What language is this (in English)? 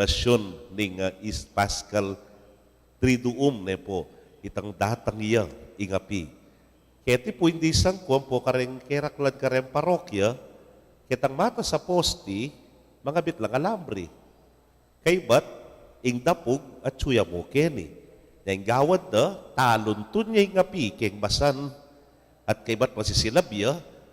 Pampanga